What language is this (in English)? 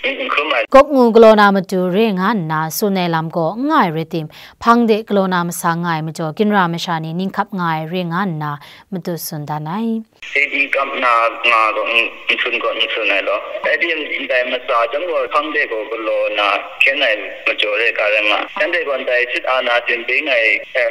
Kachin